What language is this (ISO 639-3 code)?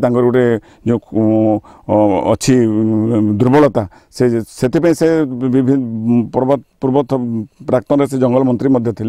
ori